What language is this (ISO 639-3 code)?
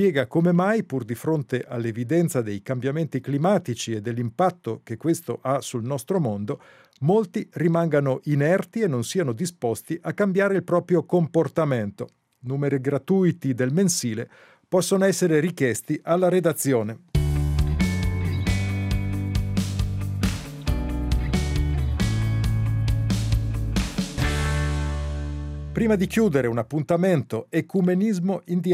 ita